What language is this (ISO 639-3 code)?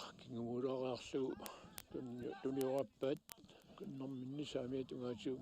kal